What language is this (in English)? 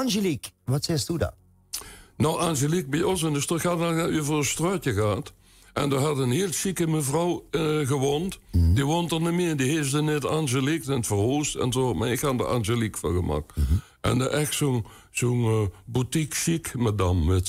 Limburgish